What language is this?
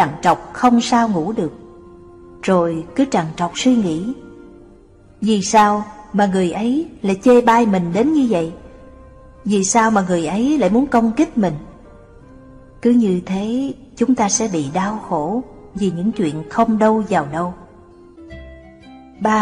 Vietnamese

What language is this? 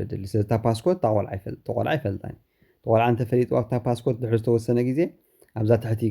Tigrinya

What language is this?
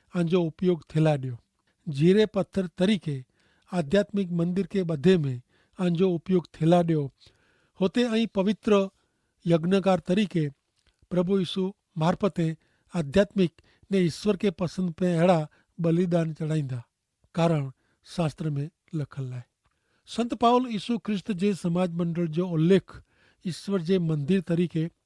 Kachhi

